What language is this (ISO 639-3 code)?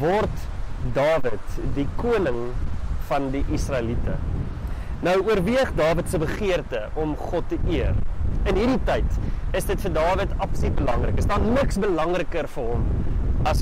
afr